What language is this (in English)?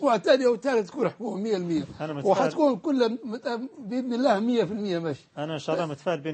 Arabic